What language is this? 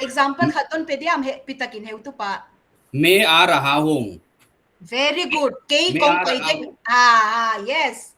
Paite Chin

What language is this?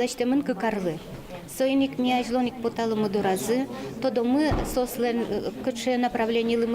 Udmurt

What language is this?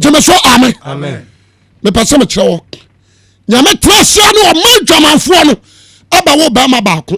Akan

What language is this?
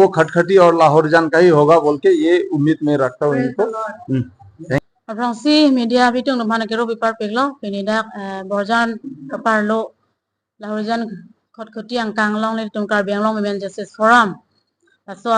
Karbi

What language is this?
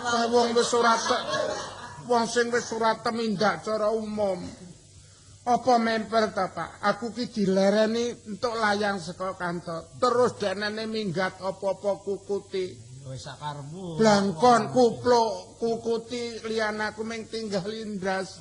Javanese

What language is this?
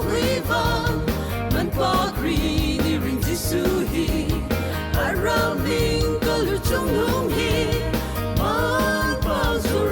Hmar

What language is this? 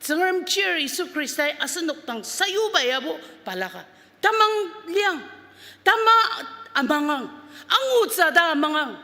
Ao Naga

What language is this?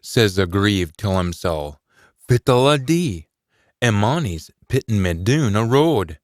Scots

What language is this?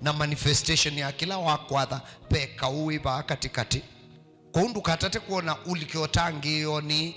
Kamba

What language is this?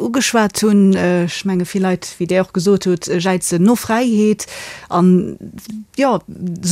Luxembourgish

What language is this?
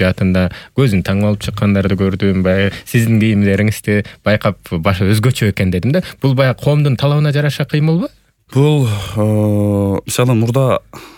Kyrgyz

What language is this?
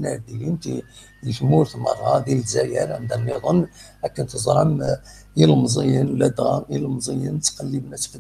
Kabyle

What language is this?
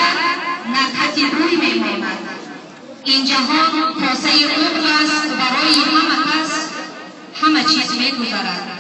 Tajik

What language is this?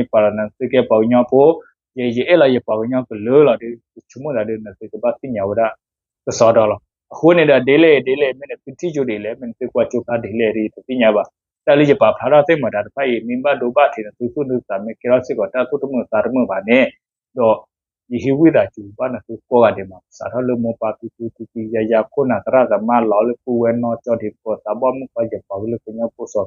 S'gaw Karen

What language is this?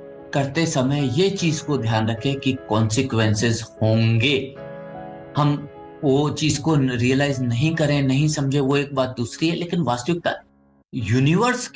Hindi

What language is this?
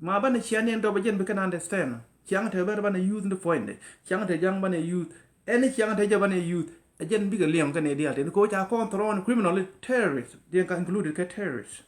Nuer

